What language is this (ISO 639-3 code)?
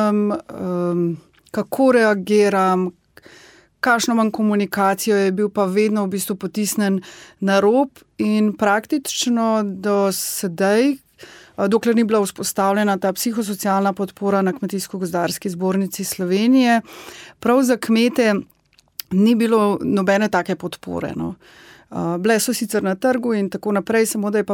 slv